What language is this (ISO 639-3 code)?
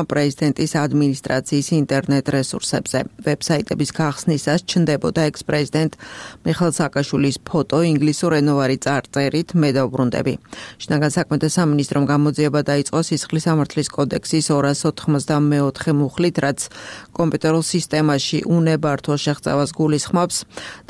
kat